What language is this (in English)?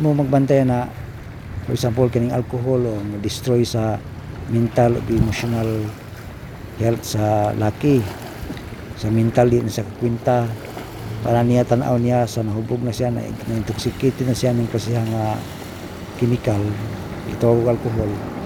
Cebuano